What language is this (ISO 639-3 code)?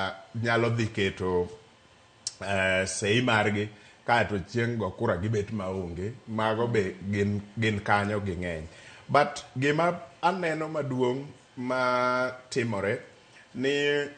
luo